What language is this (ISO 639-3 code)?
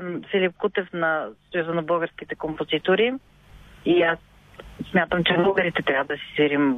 bul